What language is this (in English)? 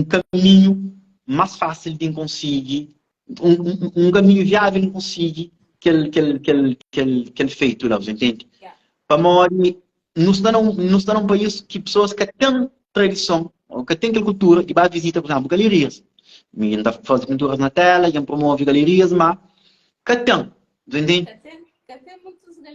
Kabuverdianu